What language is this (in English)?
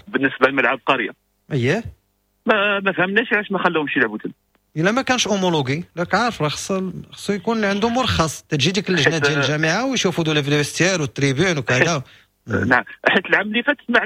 Moroccan Arabic